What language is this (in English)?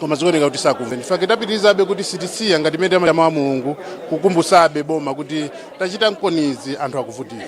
Nyanja